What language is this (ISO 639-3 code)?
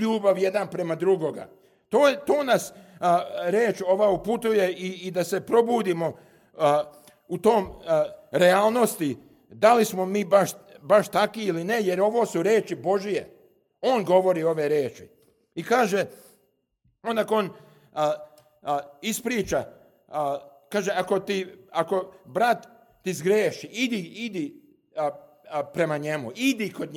srp